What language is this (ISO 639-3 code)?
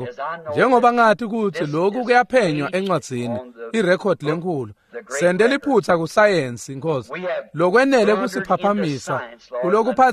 ssw